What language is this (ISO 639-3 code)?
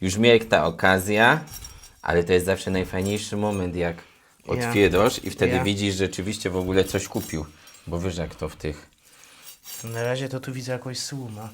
szl